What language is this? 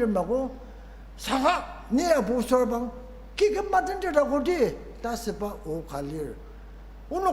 Ao Naga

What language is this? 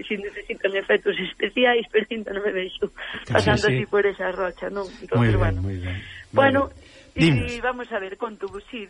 Galician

